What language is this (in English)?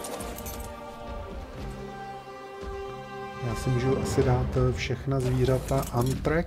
Czech